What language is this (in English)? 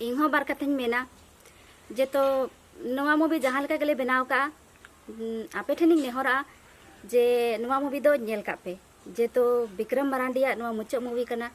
Santali